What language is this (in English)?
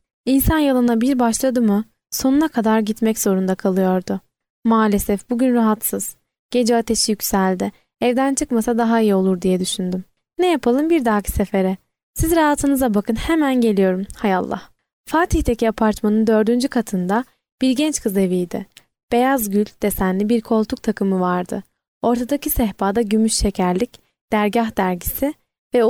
Turkish